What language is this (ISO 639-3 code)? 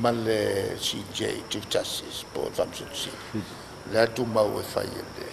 smo